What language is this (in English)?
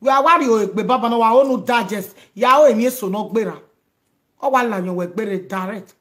Nigerian Pidgin